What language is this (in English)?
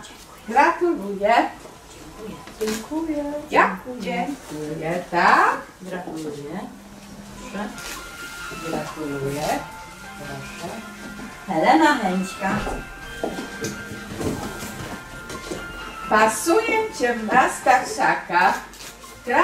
Polish